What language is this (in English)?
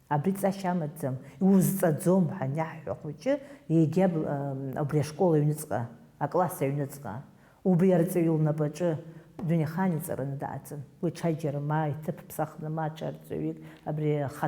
Abkhazian